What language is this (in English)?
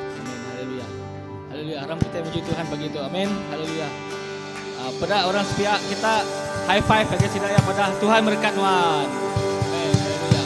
Iban